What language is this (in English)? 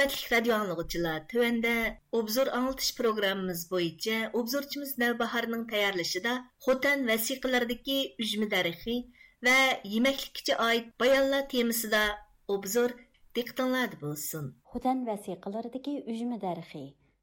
Uyghur